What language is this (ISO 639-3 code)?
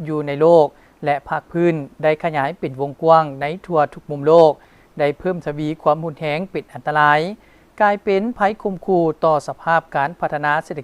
lao